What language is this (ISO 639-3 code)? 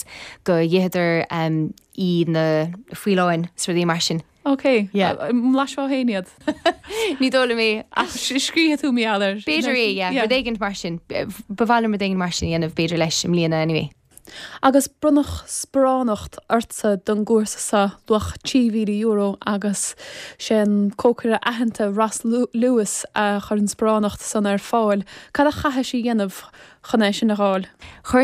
gle